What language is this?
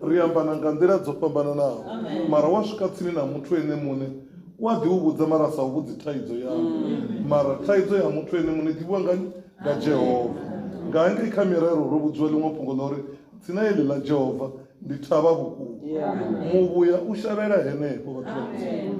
Venda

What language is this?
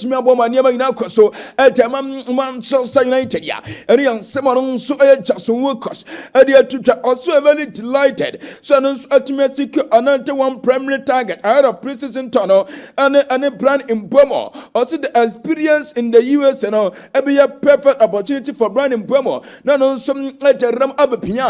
Akan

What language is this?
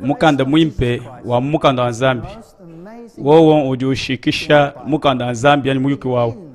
Luba-Lulua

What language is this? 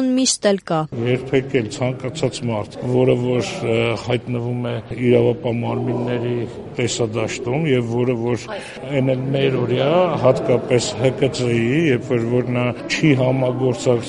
Armenian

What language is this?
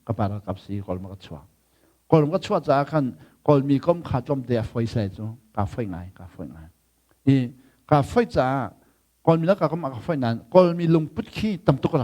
Hakha Chin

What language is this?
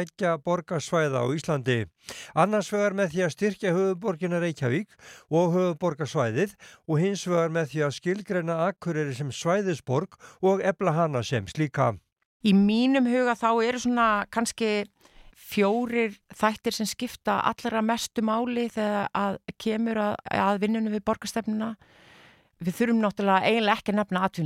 Icelandic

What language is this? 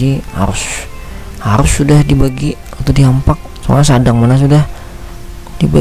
Banjar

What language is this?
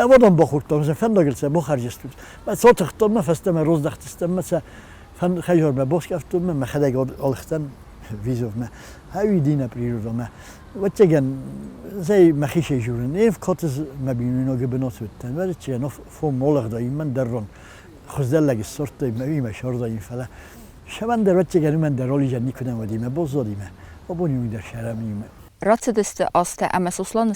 Ossetic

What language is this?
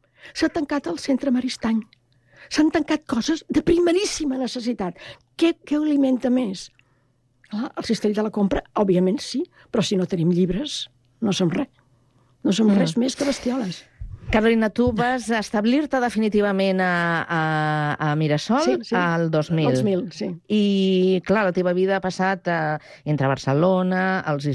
Catalan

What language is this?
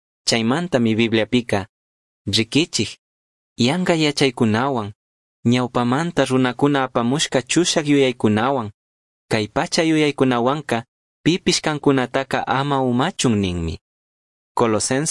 Chimborazo Highland Quichua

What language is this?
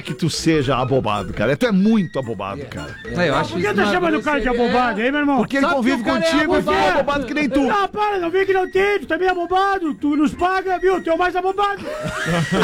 Portuguese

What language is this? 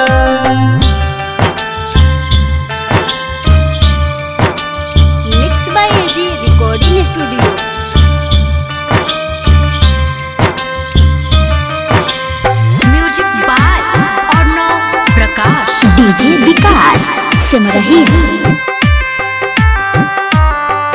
Bhojpuri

